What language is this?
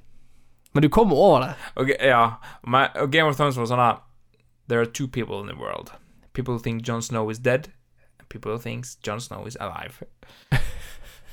Norwegian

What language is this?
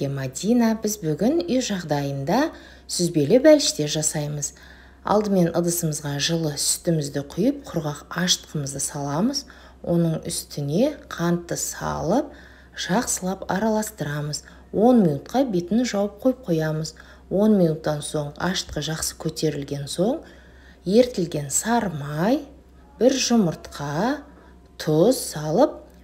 Kazakh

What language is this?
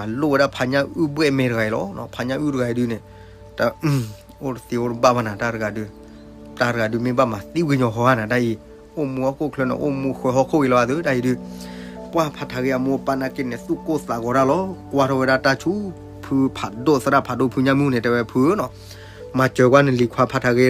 S'gaw Karen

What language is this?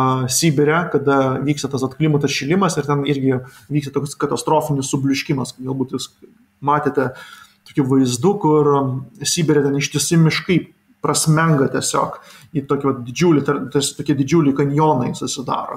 Lithuanian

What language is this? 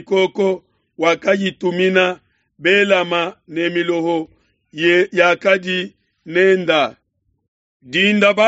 Luba-Lulua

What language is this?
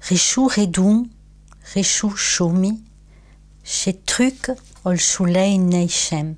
Occitan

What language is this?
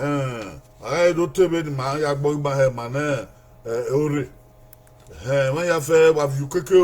Bini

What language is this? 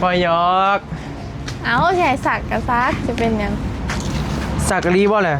Northeastern Thai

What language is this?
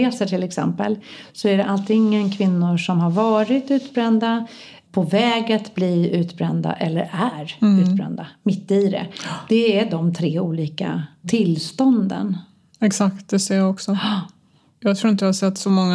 Swedish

